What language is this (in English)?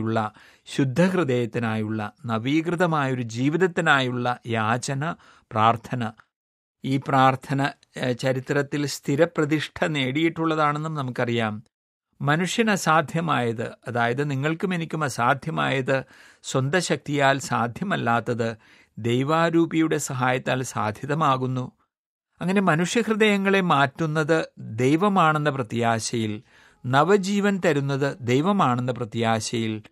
Malayalam